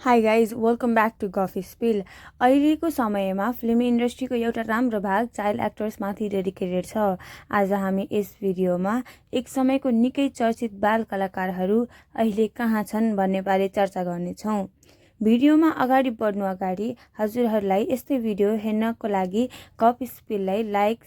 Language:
Nepali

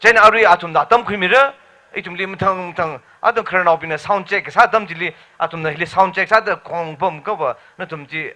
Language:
Tangkhul Naga (India)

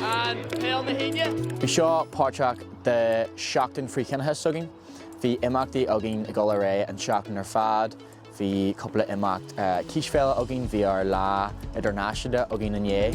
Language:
Irish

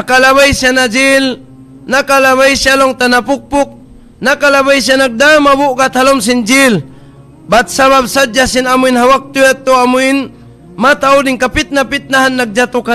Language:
Tausug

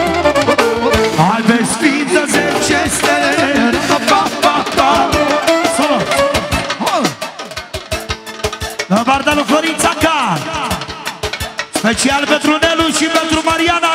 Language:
Romanian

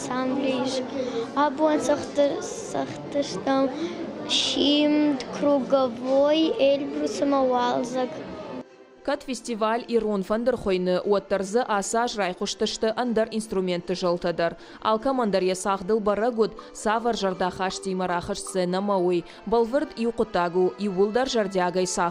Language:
Ossetic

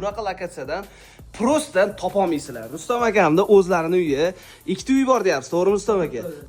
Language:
Uzbek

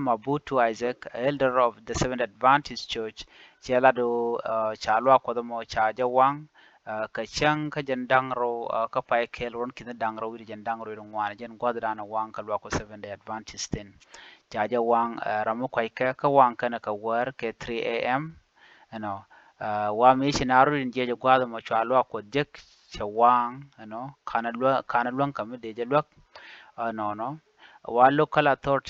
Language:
Nuer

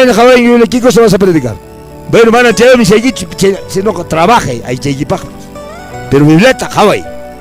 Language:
Quechua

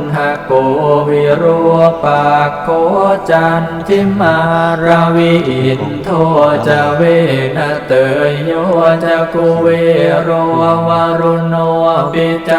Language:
Pali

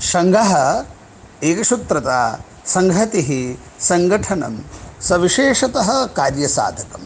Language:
Sanskrit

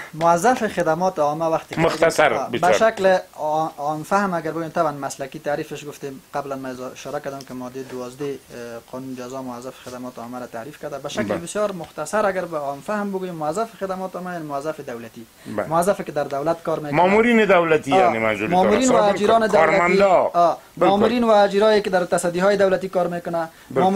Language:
Persian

